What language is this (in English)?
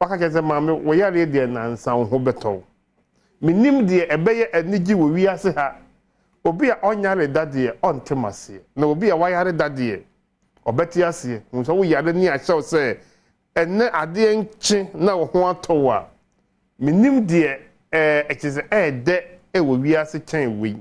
Akan